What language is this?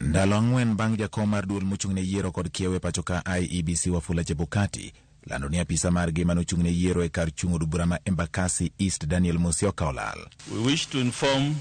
Luo (Kenya and Tanzania)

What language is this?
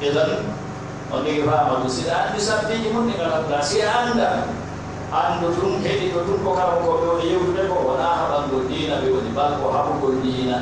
Pular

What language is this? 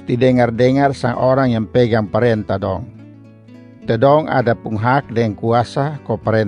Kupang Malay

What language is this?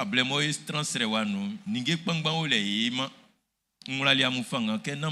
Baoulé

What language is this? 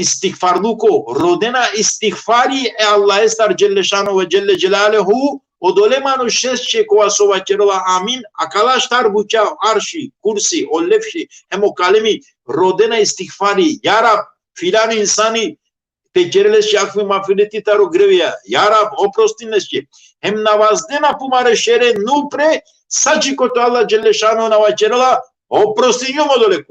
Balkan Romani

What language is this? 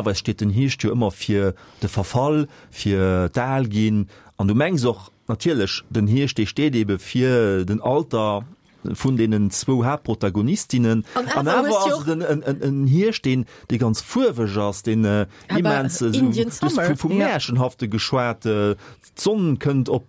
Luxembourgish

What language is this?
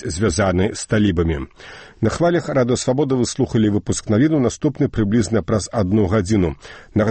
Belarusian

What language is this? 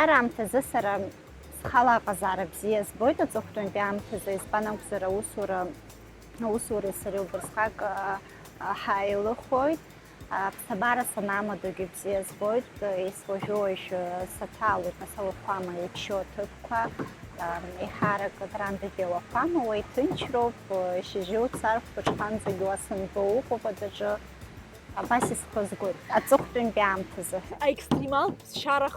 Abkhazian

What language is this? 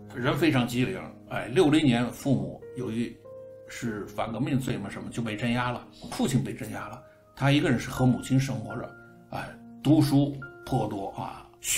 Chinese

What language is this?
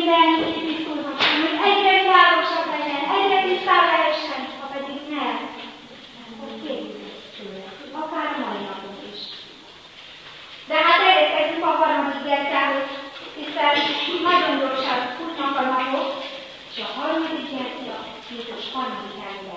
Hungarian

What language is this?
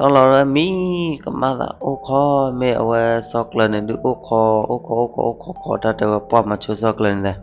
S'gaw Karen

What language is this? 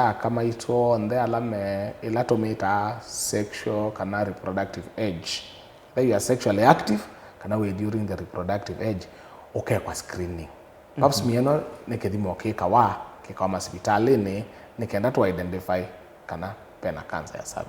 Kamba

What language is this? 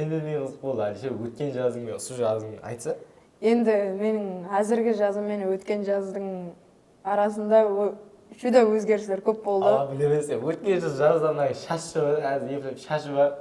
Kara-Kalpak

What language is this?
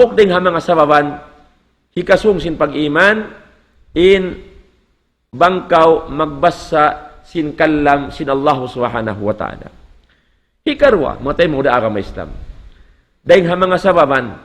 Tausug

